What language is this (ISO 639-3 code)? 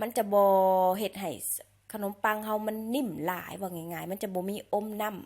lao